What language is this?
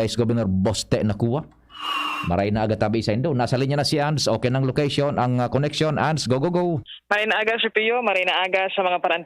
Bikol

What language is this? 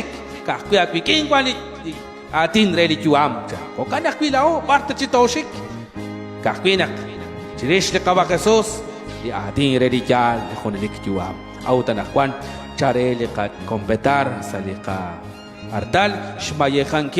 Kekchí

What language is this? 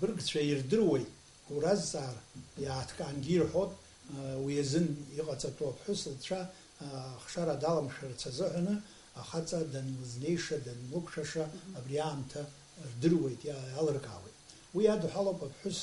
Abkhazian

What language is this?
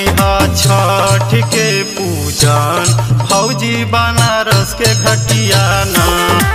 Bhojpuri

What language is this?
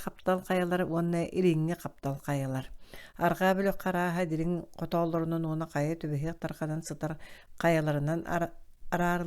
Yakut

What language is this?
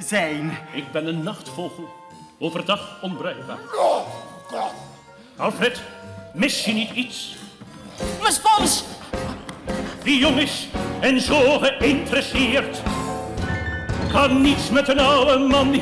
Dutch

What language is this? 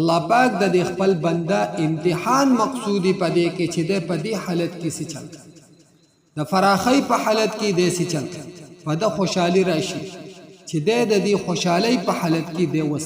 Pashto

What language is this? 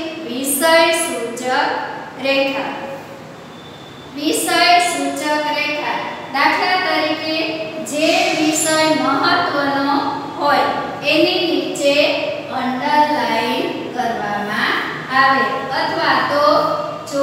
Gujarati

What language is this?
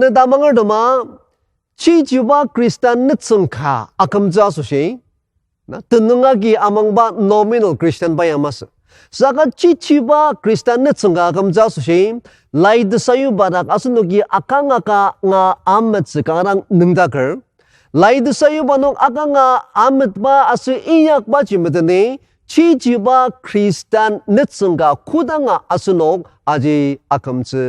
Ao Naga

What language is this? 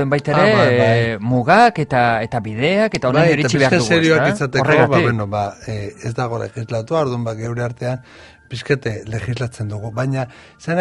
Basque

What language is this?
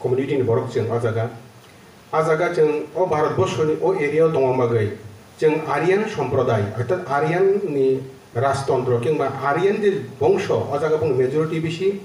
Kok Borok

